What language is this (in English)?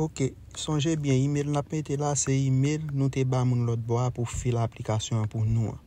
Haitian Creole